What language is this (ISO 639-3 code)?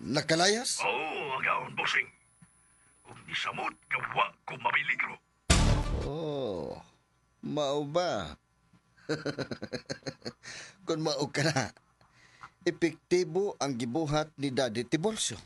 ceb